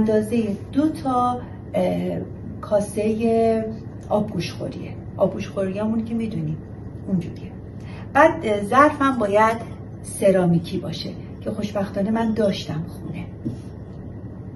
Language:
Persian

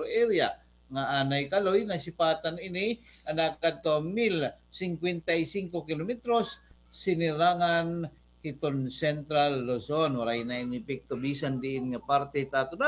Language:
Waray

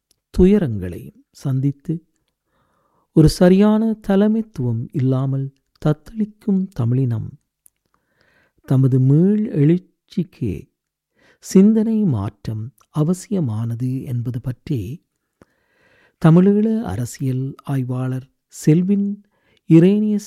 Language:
Tamil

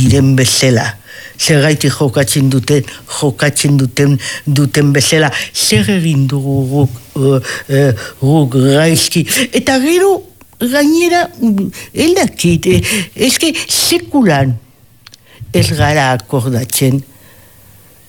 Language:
Basque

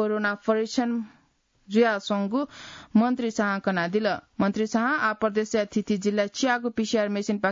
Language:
Newari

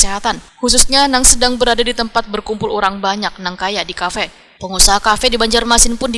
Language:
Banjar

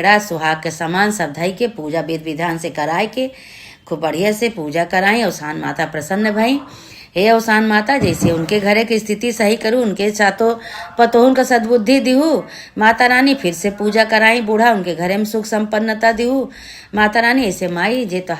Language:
Awadhi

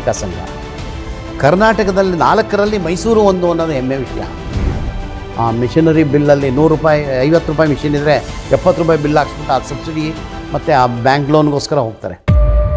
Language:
Kannada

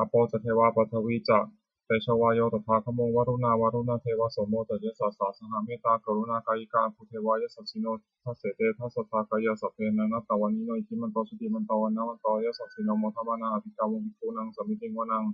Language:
Pali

